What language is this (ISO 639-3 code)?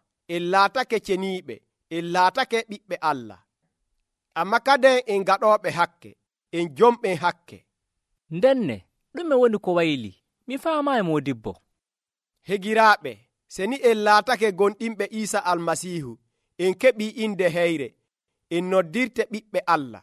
fuv